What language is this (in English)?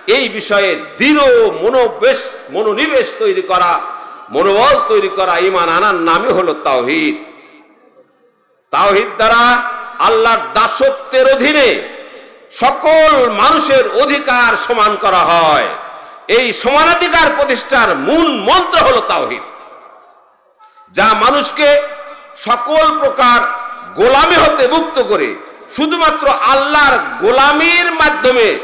Bangla